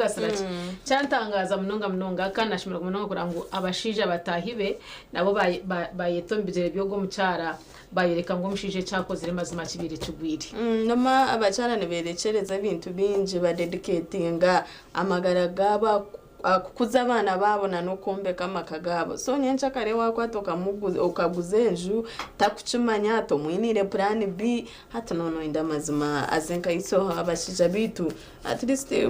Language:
Nyankole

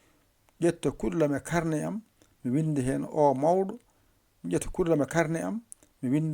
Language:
Fula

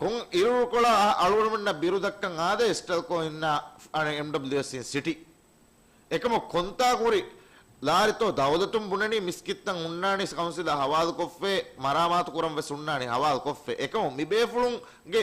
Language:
Divehi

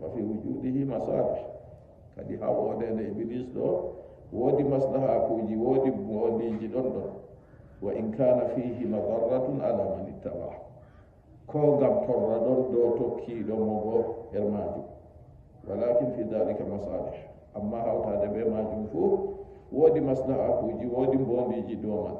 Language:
Nigerian Fulfulde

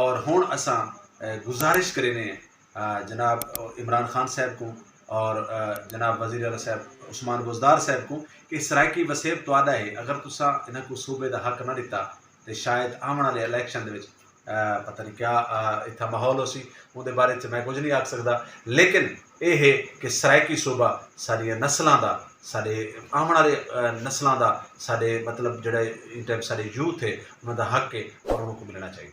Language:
Saraiki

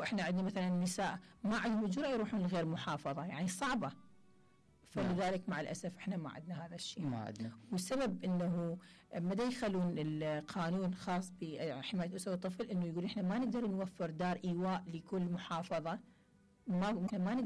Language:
Mesopotamian Arabic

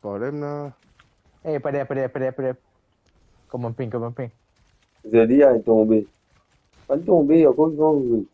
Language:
Morisyen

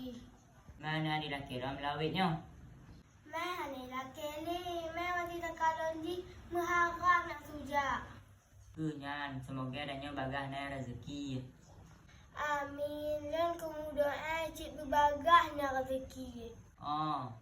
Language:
Achinese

